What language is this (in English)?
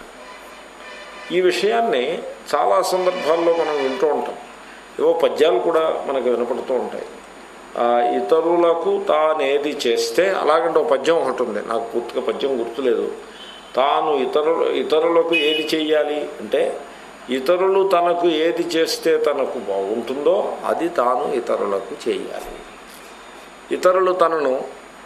Telugu